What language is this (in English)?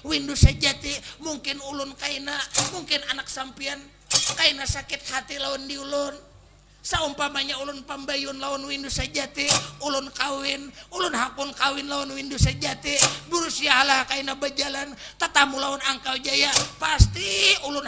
Banjar